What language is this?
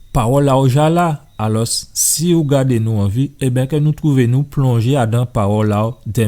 Guadeloupean Creole French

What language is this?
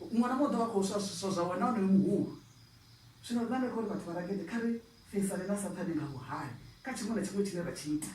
Venda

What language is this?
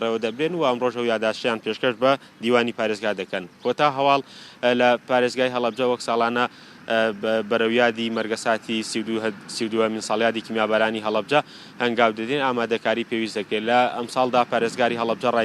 Central Kurdish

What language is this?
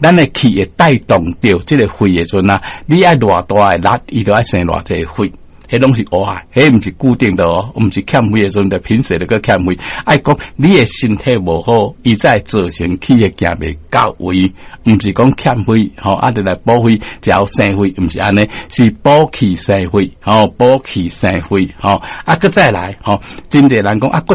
Min Nan Chinese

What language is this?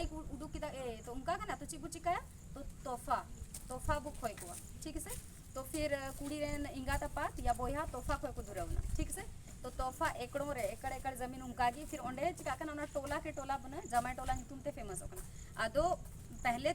Santali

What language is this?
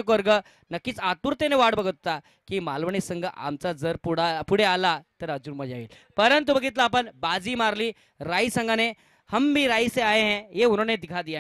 Marathi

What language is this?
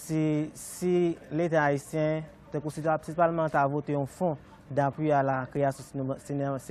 Haitian Creole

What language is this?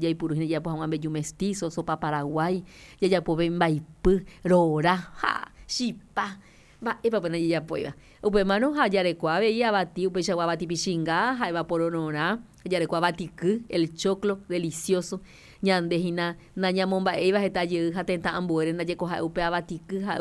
Guarani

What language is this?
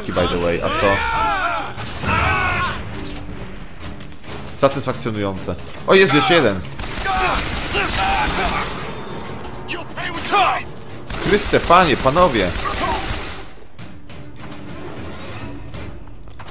Polish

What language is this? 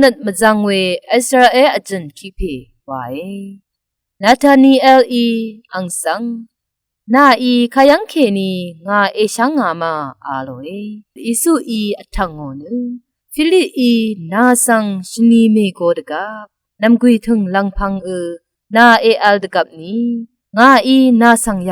Rawang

